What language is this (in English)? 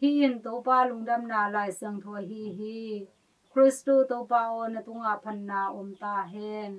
Tedim Chin